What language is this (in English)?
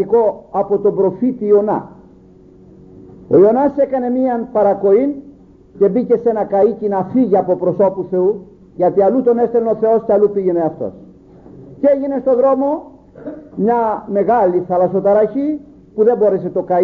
Greek